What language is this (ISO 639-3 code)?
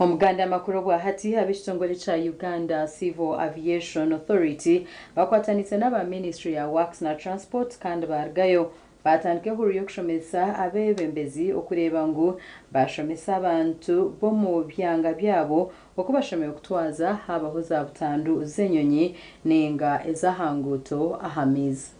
nyn